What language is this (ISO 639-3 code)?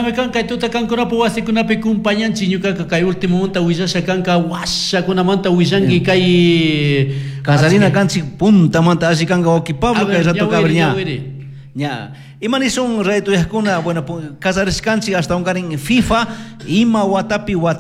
qug